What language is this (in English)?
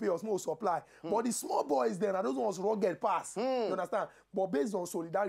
Nigerian Pidgin